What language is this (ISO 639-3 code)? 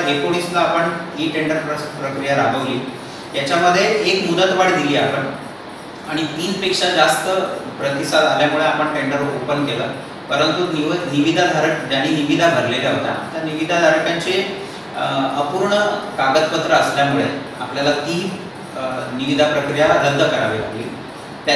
mar